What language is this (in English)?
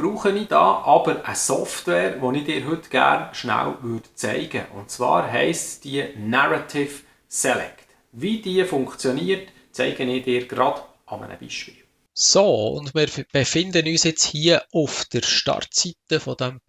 Swiss German